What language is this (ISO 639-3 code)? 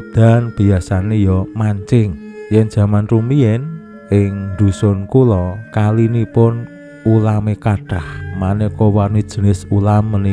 jav